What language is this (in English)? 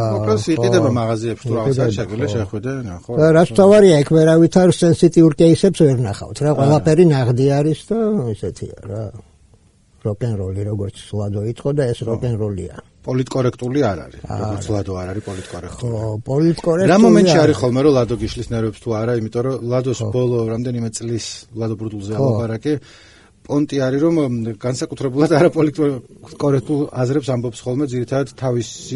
Georgian